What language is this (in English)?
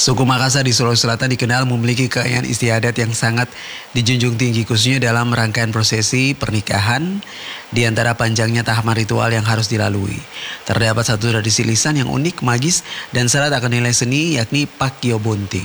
Indonesian